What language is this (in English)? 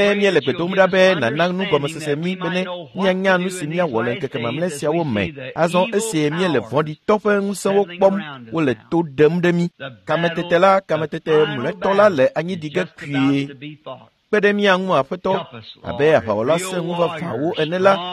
Ewe